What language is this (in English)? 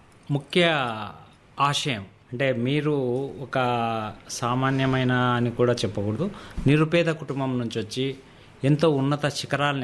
Telugu